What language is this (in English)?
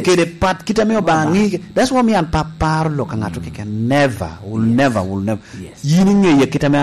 Lango (Uganda)